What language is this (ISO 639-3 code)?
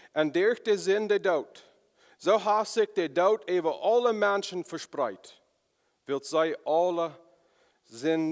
pdt